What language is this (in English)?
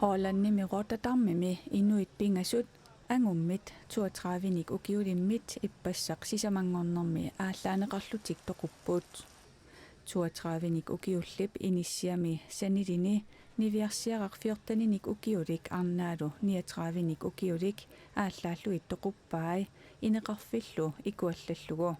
Kalaallisut